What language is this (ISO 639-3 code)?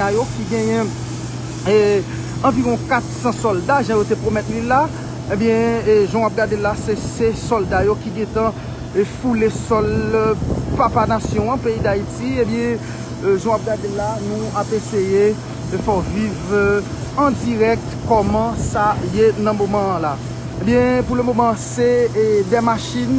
hat